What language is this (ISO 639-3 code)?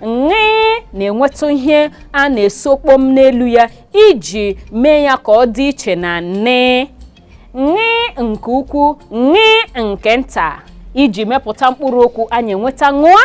ibo